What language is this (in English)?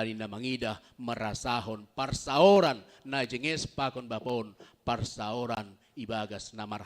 Batak Simalungun